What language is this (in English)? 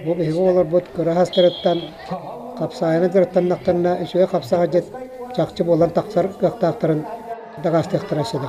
Yakut